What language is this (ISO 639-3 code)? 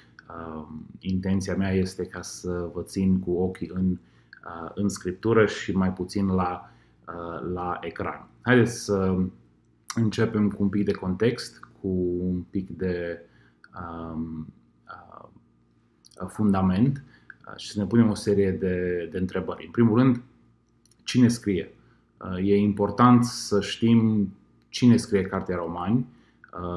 ron